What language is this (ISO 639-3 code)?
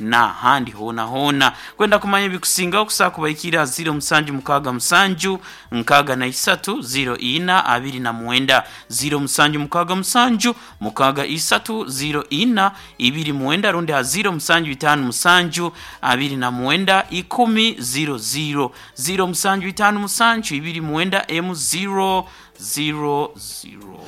nyo